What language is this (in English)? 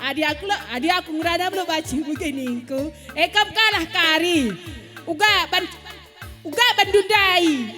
Batak Karo